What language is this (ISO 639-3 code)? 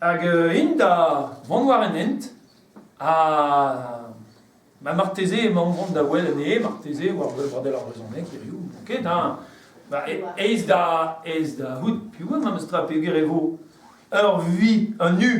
bre